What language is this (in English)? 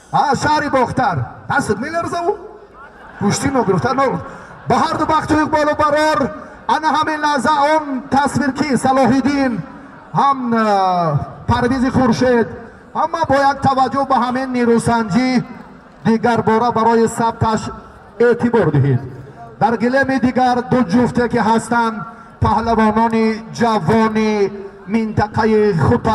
Tajik